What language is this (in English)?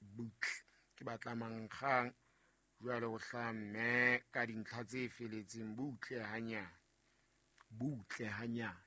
Southern Sotho